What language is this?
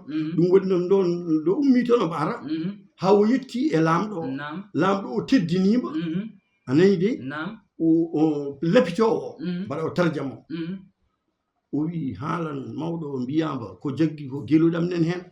Fula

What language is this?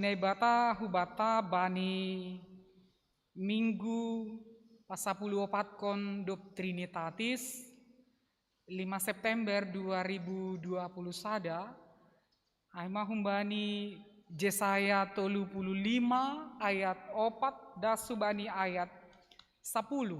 Batak Simalungun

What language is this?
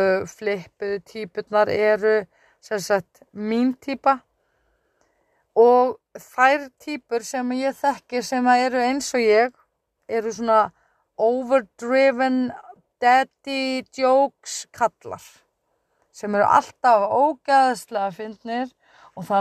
Icelandic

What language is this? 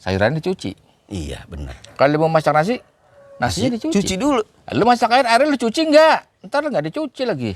Betawi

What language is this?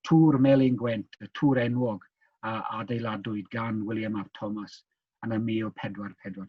Welsh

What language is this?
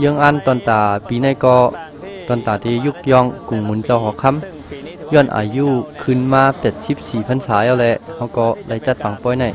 Shan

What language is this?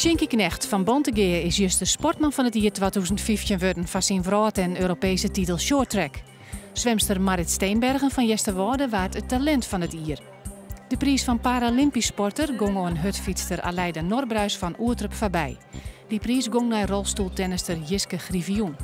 Western Frisian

